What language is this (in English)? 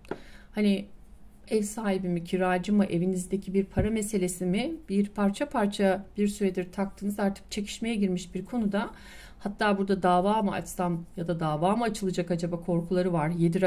Turkish